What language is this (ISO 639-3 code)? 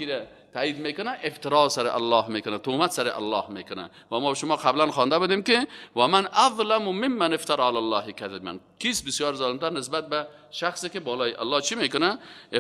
fas